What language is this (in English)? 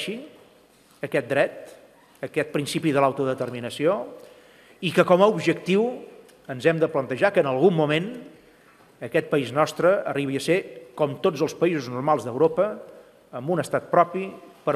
Catalan